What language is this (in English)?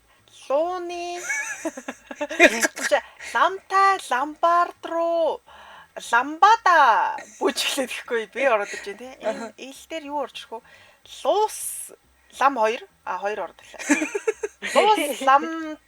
Mongolian